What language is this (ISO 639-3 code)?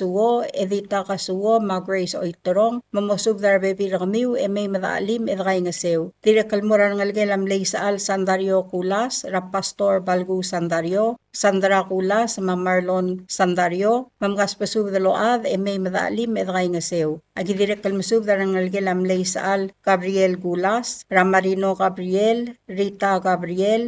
pau